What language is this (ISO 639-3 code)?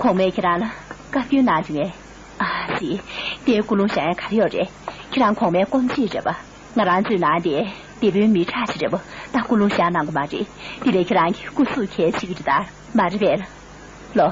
bod